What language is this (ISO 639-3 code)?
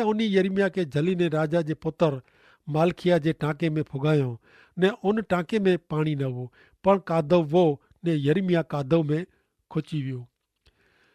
kfr